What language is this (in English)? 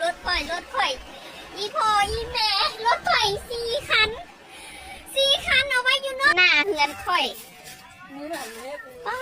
Lao